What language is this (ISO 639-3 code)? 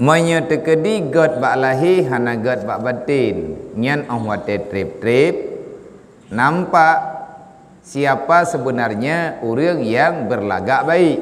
ace